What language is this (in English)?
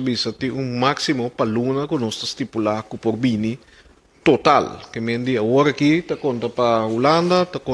Papiamento